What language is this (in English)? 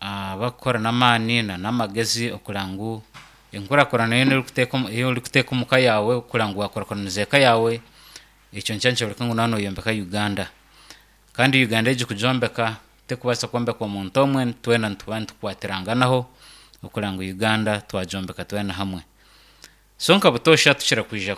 Nyankole